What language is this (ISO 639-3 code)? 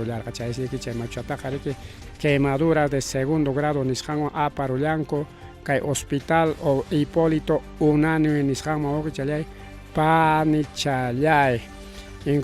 quy